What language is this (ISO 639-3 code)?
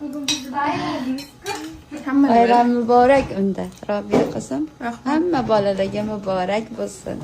uzb